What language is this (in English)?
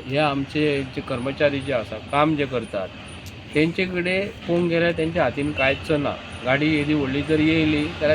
Konkani